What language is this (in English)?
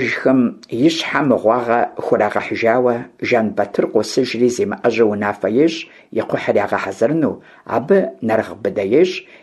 Kabardian